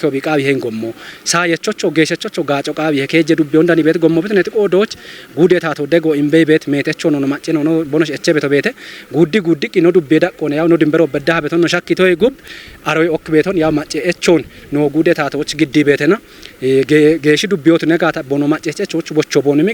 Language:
Kafa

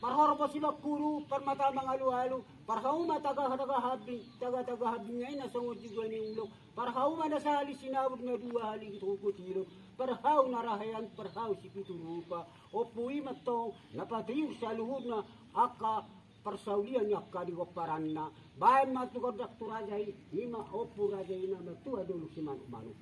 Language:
Batak Toba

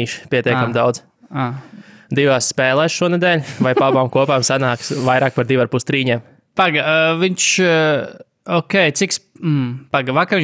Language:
Latvian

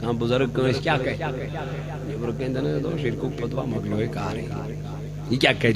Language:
Kashmiri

